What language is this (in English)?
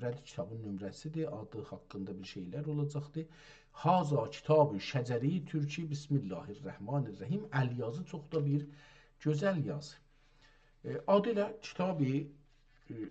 South Azerbaijani